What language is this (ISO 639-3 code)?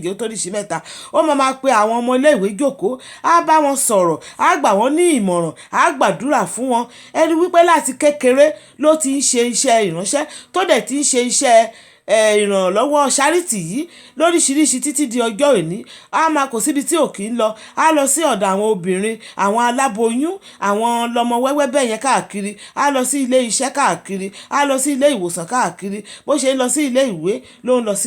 yor